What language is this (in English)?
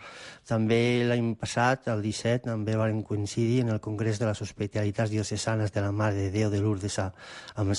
Catalan